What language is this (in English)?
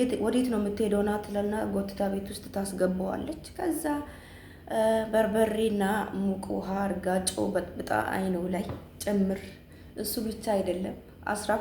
Amharic